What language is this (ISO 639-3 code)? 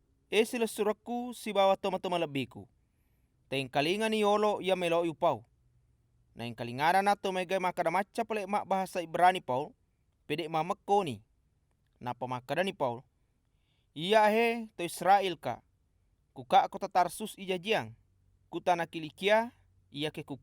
bug